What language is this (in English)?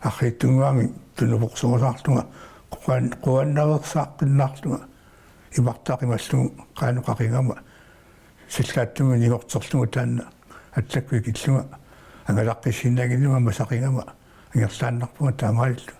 Kalaallisut